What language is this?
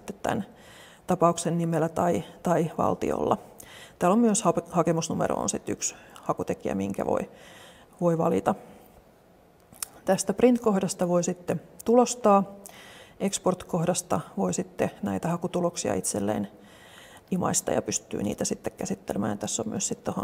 Finnish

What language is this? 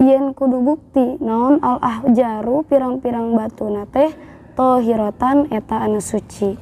Sundanese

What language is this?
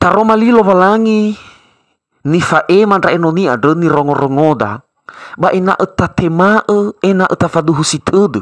Nias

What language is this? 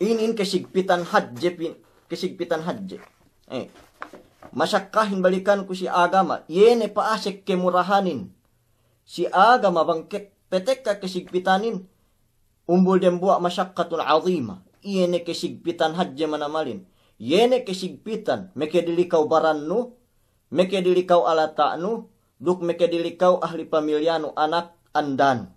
Yakan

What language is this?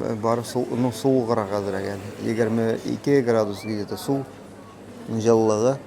Tatar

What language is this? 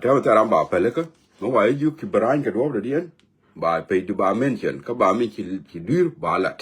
Nuer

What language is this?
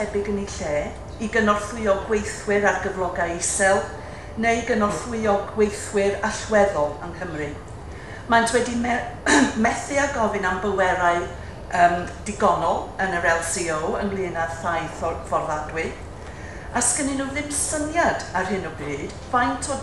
Welsh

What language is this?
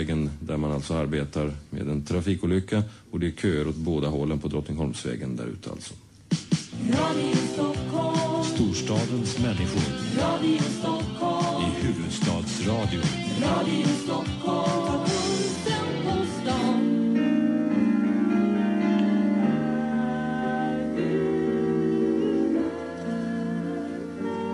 Swedish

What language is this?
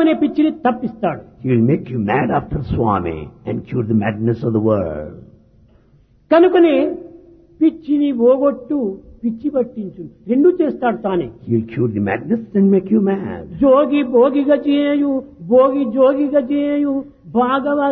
Telugu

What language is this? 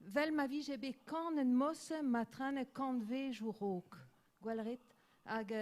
Breton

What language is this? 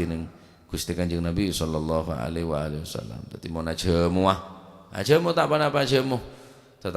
Madurese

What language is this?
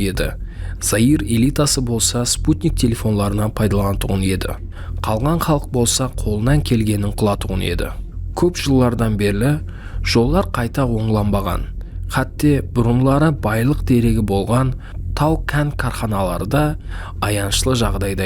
Kara-Kalpak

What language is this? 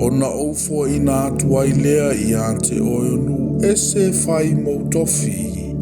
Samoan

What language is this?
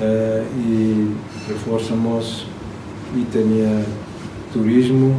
Tetum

